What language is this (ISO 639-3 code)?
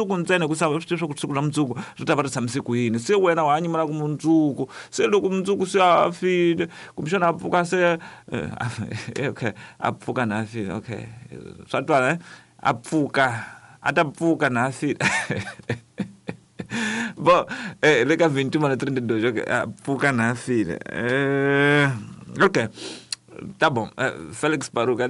tso